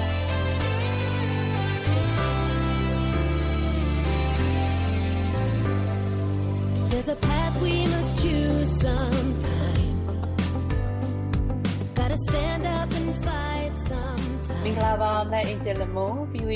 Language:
Burmese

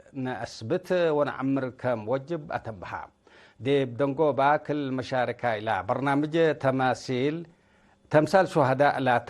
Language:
Tigre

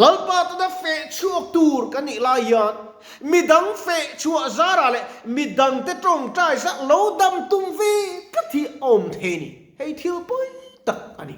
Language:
Mizo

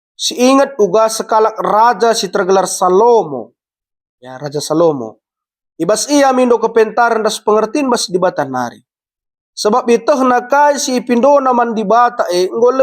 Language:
Batak Karo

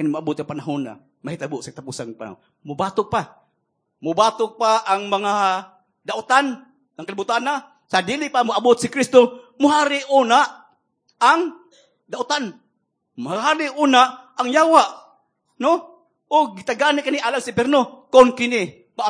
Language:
Cebuano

